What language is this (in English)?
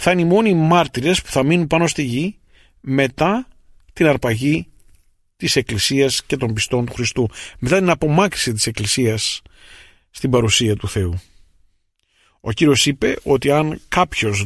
Greek